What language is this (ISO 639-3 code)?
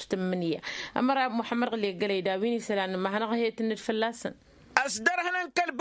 taq